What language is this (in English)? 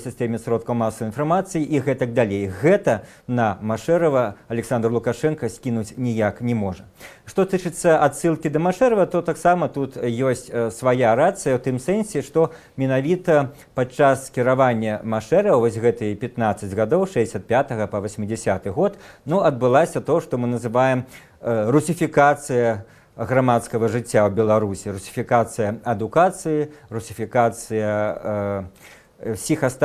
Belarusian